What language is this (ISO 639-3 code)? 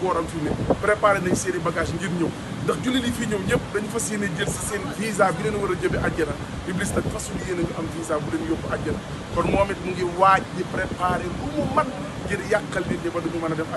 wol